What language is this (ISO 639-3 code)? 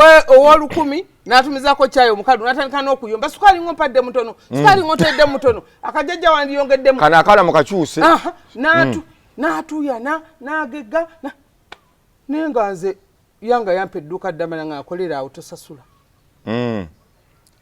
lug